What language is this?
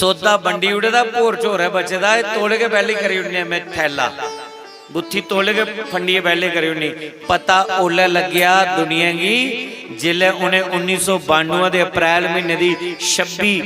Dogri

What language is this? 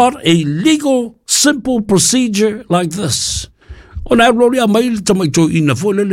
Samoan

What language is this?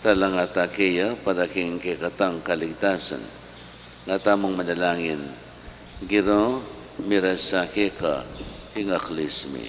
Pampanga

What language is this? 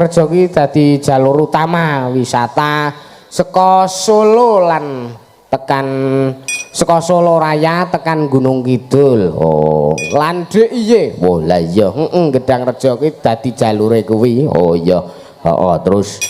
Javanese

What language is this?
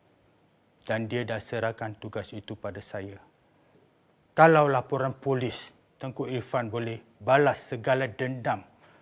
Malay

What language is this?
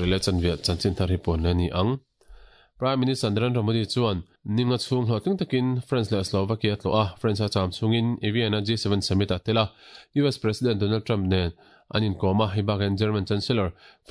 Mizo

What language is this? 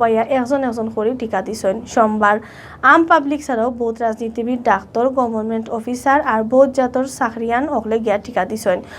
Sylheti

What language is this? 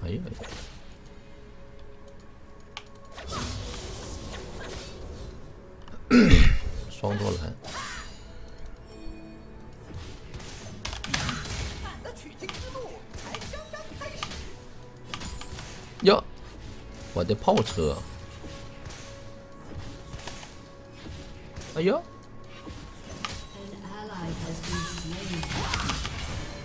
Chinese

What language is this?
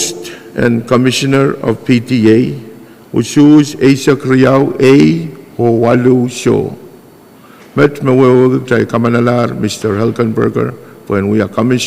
Pohnpeian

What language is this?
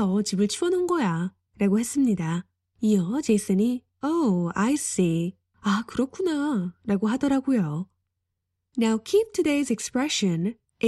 Korean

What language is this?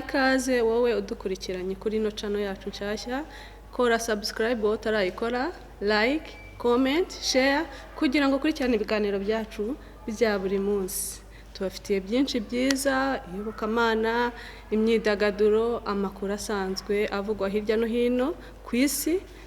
Kinyarwanda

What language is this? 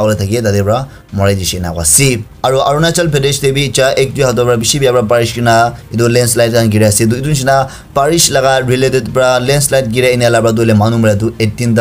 Naga Pidgin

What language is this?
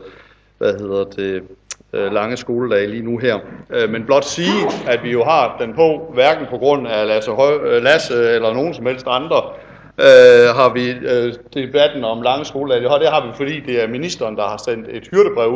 Danish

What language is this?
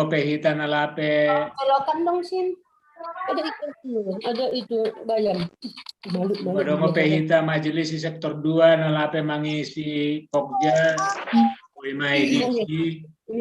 Batak Simalungun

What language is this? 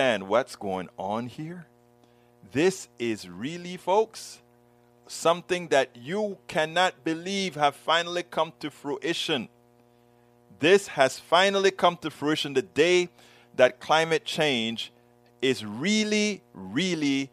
English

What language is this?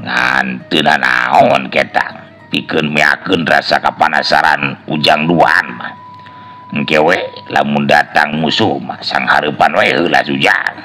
Sundanese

